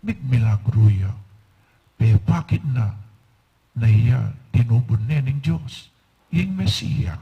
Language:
Pampanga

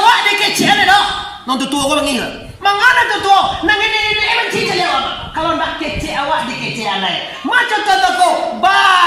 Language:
Minangkabau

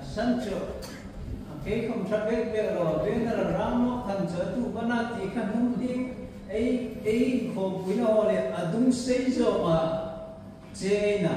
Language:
Hmar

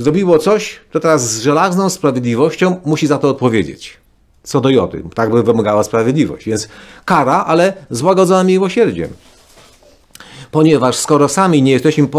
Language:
Polish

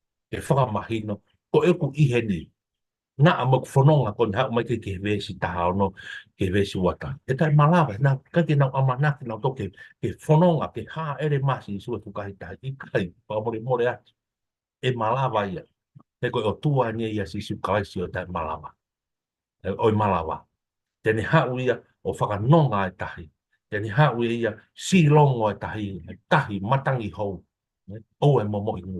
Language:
Tongan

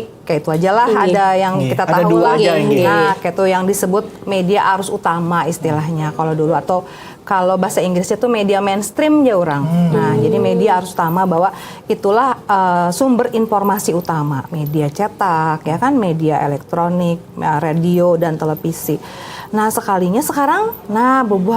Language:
Banjar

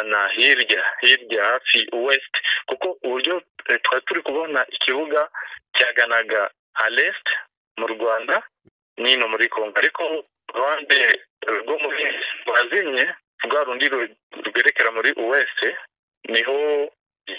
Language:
Kinyarwanda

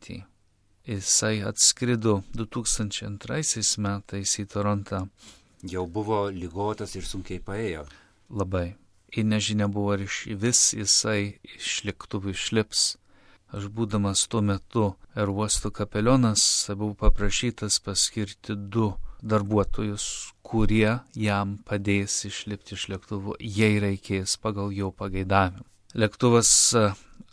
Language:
Lithuanian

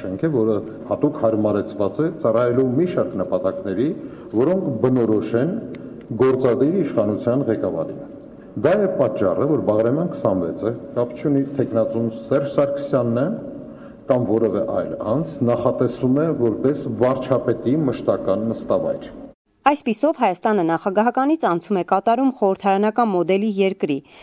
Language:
Armenian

